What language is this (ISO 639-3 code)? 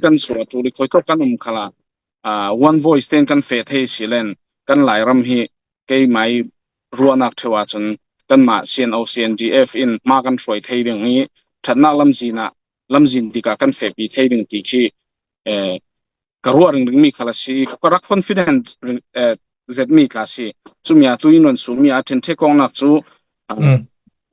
cfm